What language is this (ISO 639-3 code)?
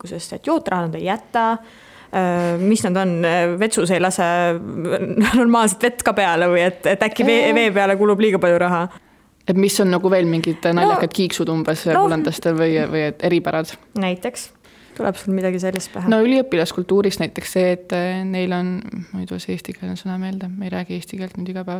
est